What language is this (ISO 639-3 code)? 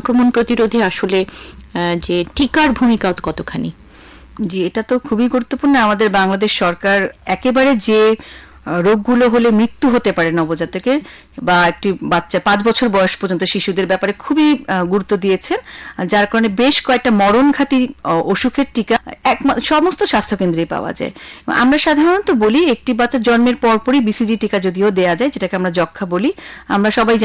ben